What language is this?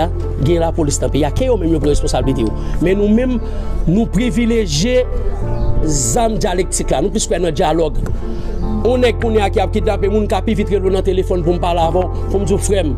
Haitian Creole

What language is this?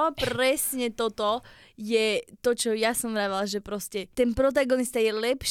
Slovak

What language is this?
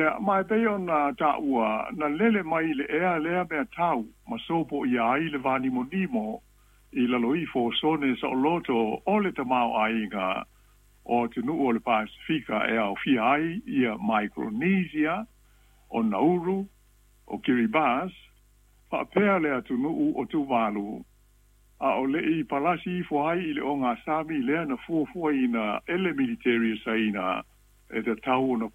Samoan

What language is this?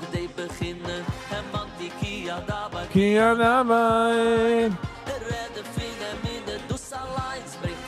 Yiddish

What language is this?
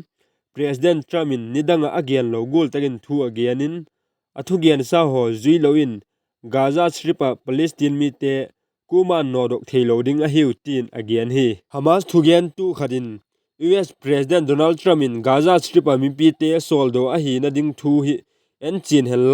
Vaiphei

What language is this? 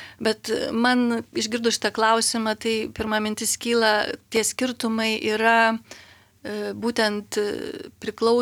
Lithuanian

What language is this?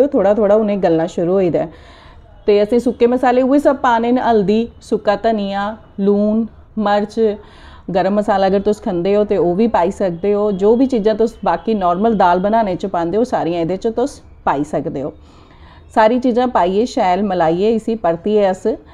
Dogri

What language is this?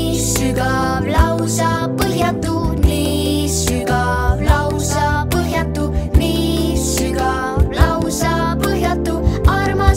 Estonian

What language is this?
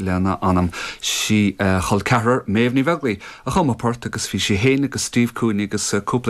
Irish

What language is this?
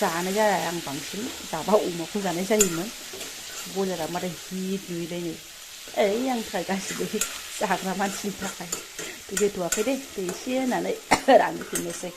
Bodo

